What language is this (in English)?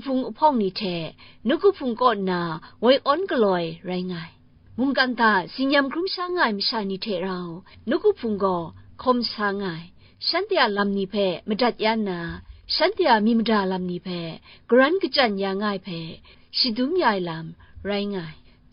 Kachin